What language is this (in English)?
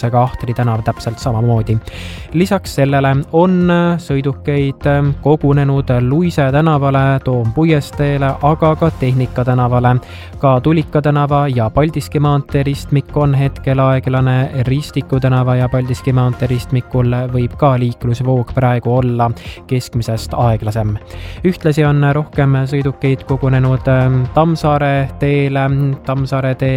Estonian